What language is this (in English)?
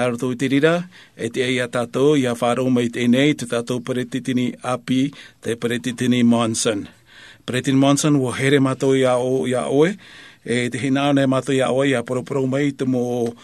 Tahitian